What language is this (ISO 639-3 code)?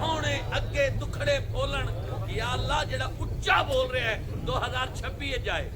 skr